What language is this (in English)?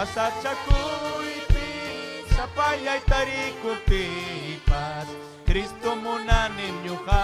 Ayacucho Quechua